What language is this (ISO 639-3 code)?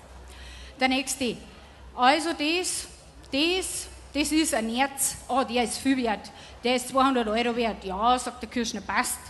bar